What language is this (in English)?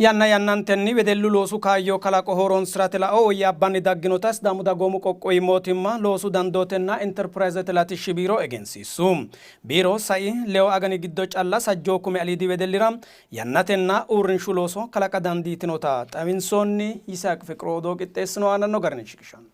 Sidamo